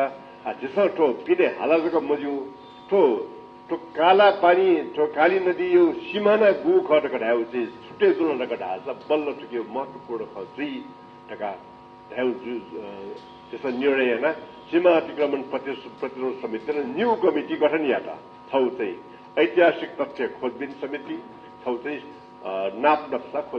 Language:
Newari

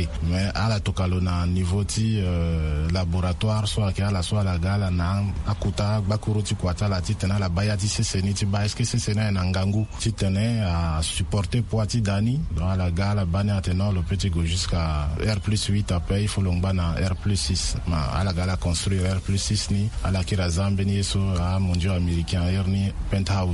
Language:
Sango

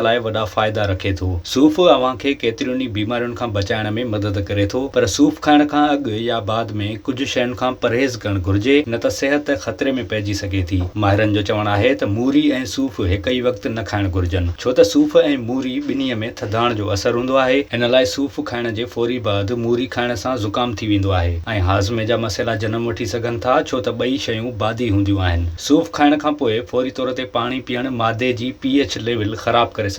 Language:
Sindhi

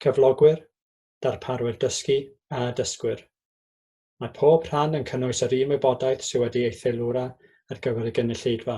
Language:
Welsh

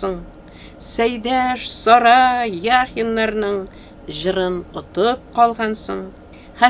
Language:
Tatar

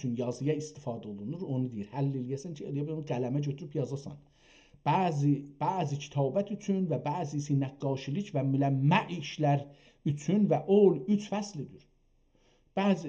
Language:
South Azerbaijani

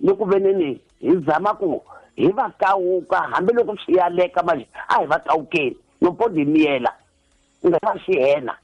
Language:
Tsonga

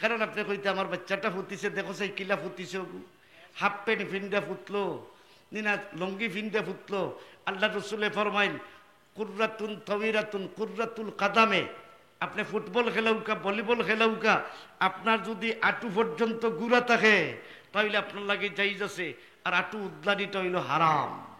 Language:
Sylheti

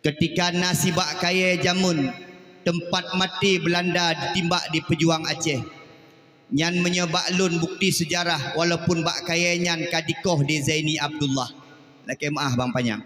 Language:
Achinese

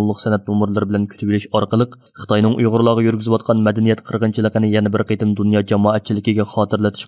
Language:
Uyghur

